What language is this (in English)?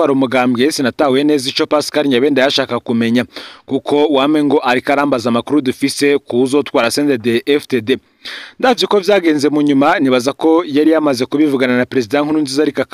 Rundi